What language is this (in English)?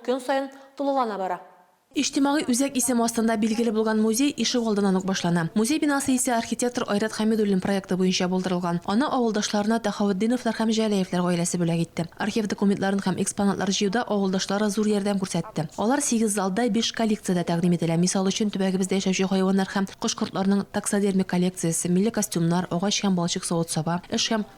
Tatar